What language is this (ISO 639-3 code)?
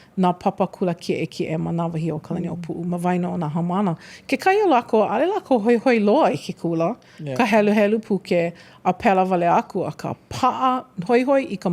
haw